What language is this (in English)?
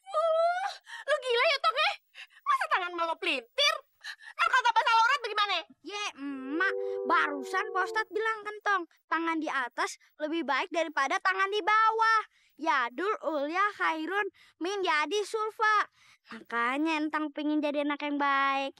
Betawi